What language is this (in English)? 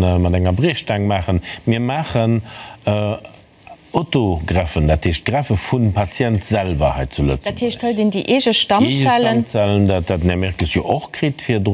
Luxembourgish